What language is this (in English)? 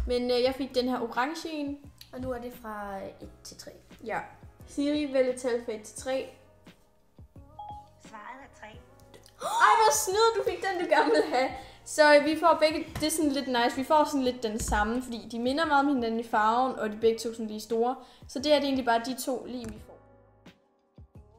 Danish